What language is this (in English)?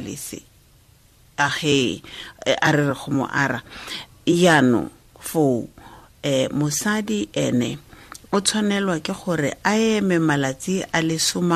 Tswana